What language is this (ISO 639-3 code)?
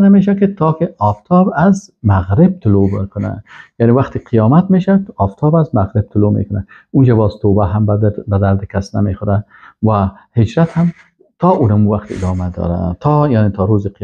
fas